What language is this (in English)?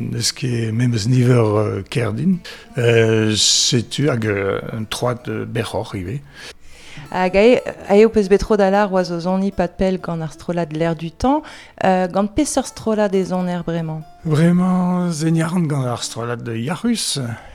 Breton